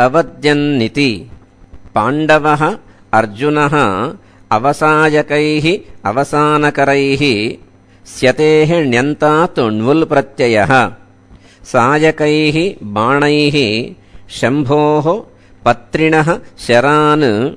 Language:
Sanskrit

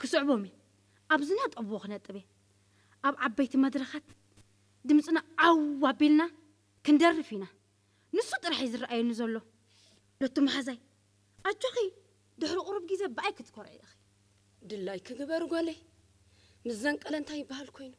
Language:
Tigrinya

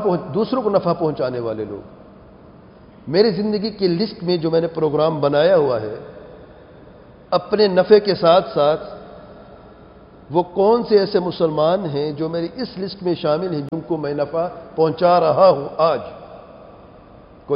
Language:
Urdu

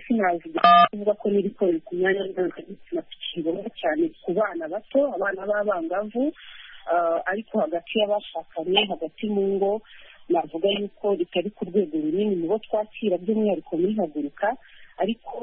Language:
Kinyarwanda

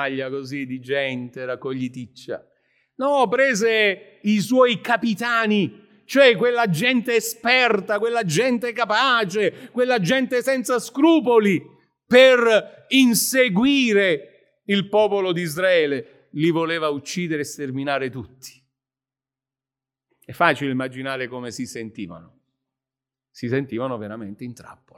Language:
Italian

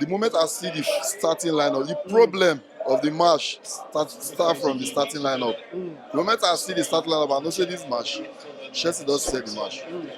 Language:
Nigerian Pidgin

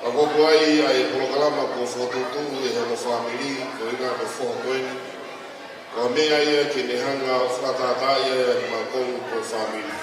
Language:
Tongan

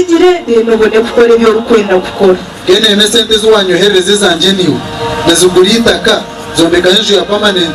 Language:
Nyankole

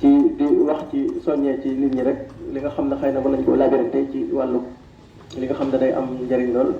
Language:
Wolof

